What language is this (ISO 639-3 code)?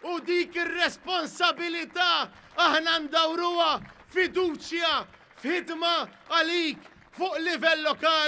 mlt